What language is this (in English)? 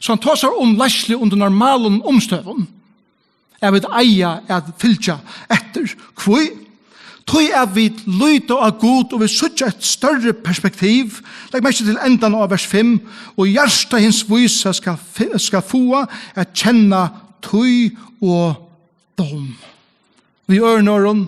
Faroese